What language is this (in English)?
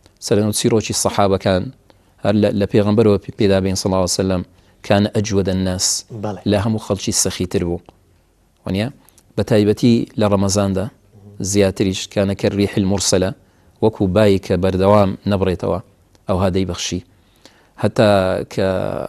Central Kurdish